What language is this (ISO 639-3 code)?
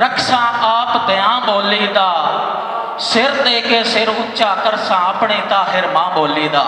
lah